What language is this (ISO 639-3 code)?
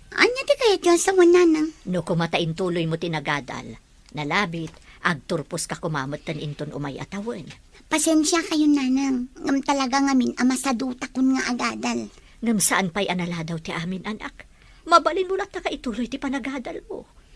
ilo